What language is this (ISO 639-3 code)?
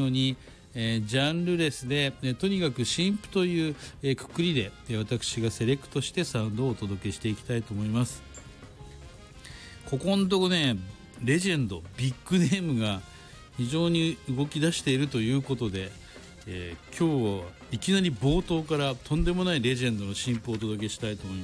jpn